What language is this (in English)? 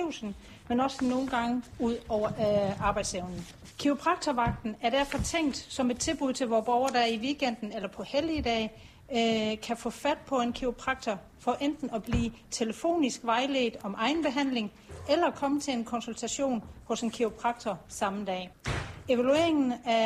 Danish